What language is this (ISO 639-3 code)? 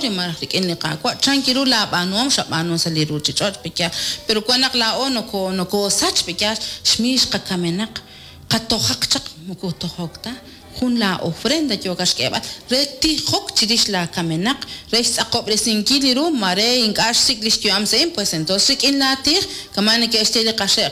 kek